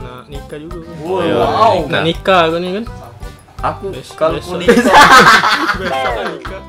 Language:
Musi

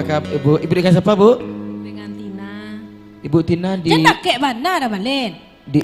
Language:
Minangkabau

